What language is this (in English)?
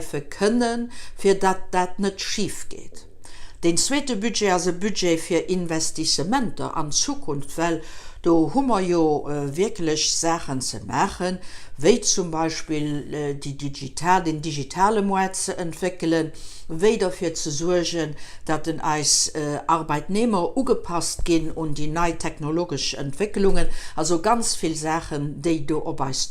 Luxembourgish